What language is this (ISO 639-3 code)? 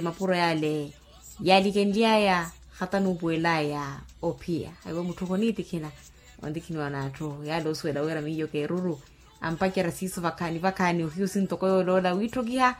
vmw